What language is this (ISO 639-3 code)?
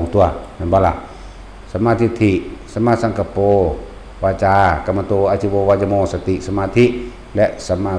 tts